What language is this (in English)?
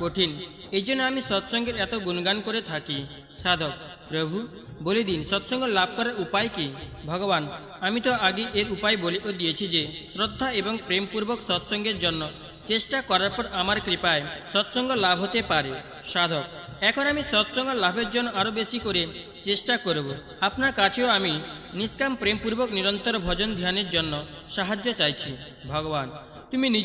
Bangla